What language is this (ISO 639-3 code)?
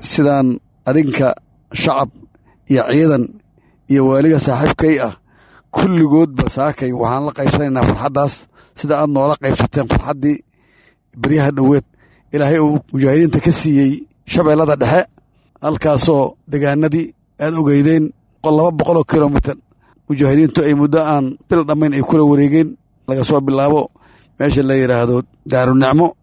som